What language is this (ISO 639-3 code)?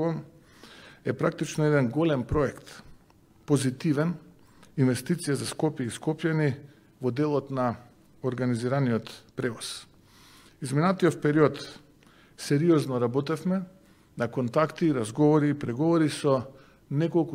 mkd